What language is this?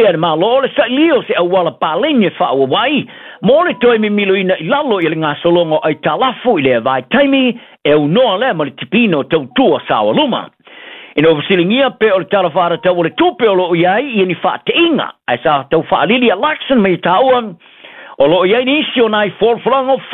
Samoan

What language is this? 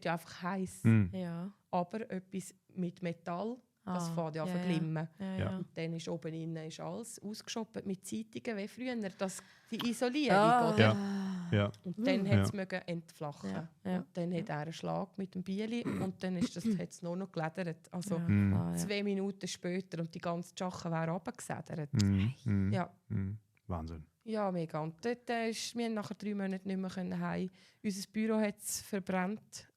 Swiss German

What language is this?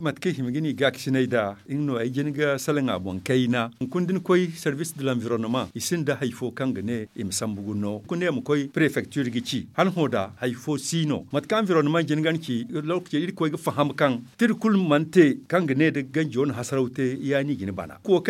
Zarma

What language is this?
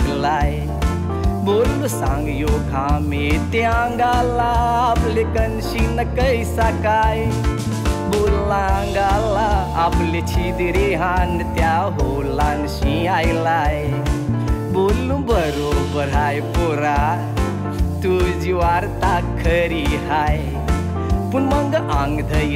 Marathi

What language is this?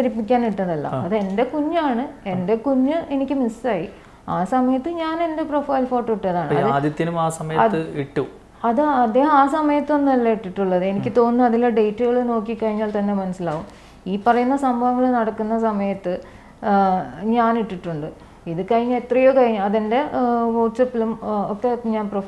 Malayalam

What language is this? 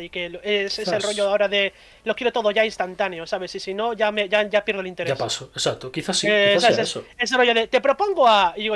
Spanish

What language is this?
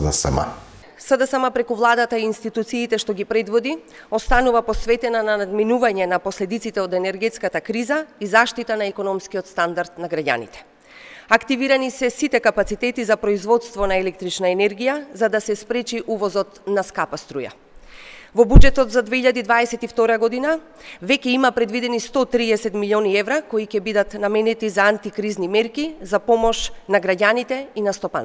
Macedonian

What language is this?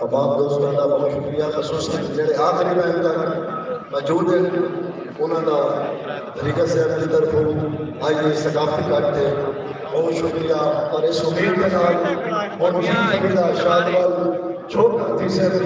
Saraiki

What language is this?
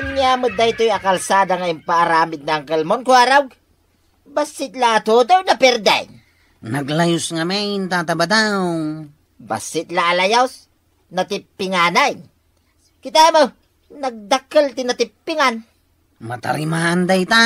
Iloko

